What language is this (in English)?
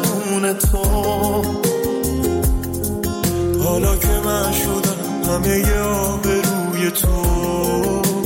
Persian